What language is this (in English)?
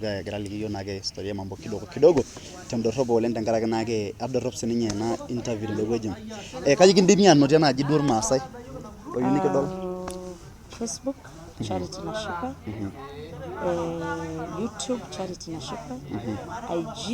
Masai